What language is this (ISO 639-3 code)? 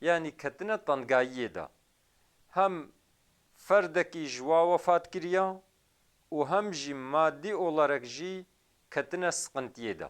kur